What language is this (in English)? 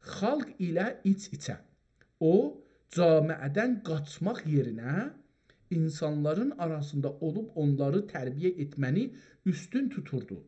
South Azerbaijani